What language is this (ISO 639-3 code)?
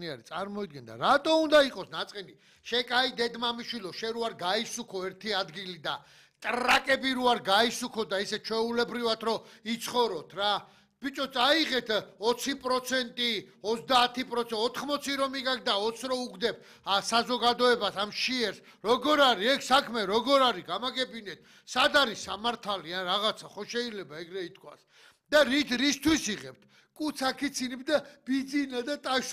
kat